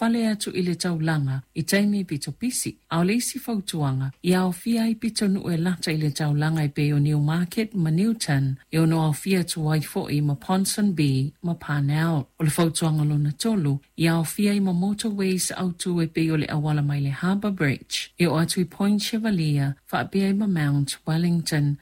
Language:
Samoan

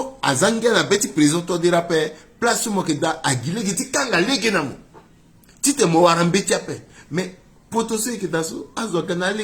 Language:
Sango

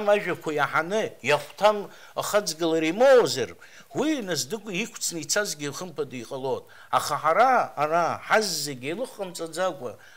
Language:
Abkhazian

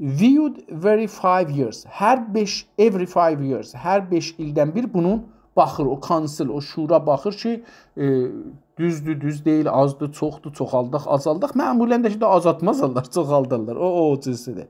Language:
South Azerbaijani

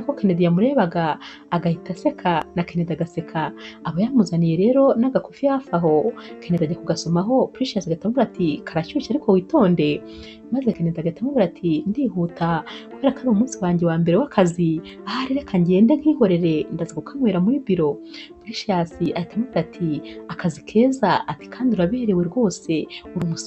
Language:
Kinyarwanda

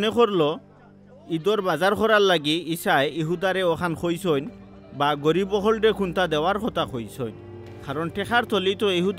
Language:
Sylheti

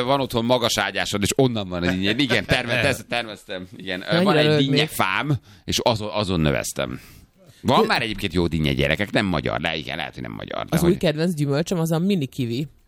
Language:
Hungarian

